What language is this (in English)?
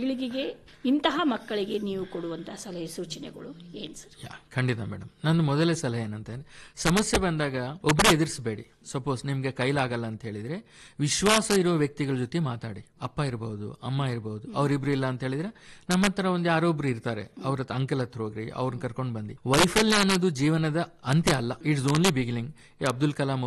Kannada